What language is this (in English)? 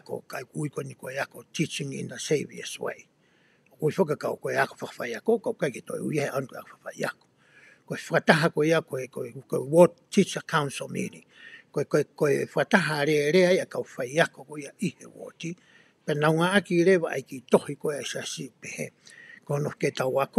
Tongan